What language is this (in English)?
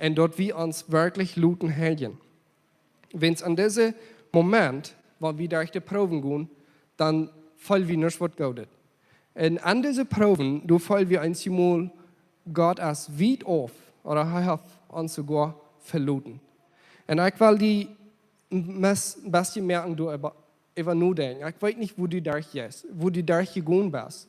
Plautdietsch